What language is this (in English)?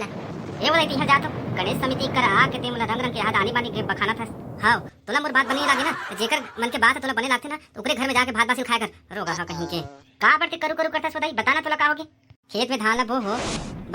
Chhattisgarhi